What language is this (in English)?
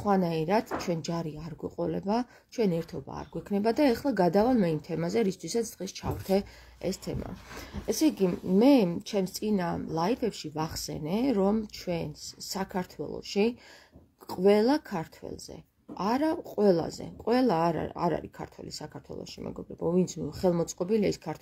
Georgian